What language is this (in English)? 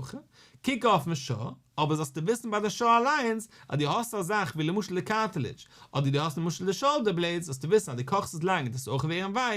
Yiddish